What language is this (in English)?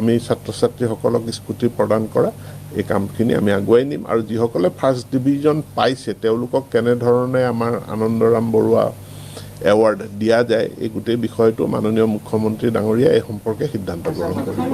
Assamese